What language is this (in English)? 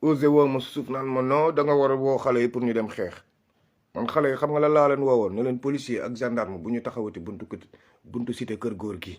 Wolof